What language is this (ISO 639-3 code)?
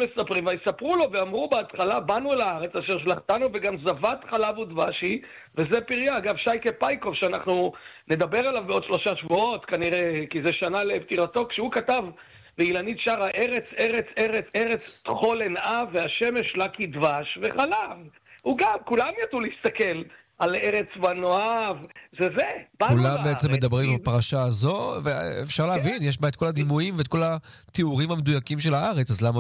heb